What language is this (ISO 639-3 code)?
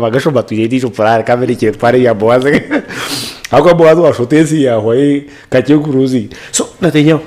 nyn